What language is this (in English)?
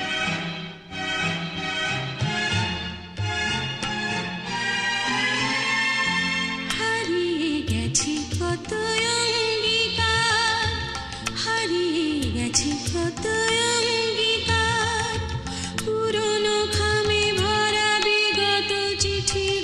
Bangla